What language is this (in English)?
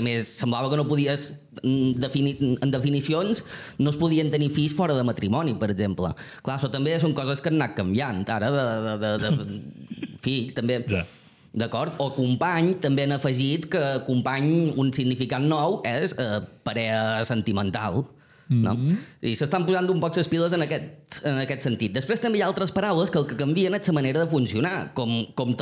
Catalan